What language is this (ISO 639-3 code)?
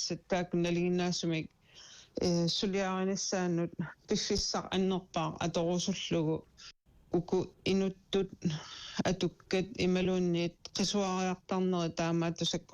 kal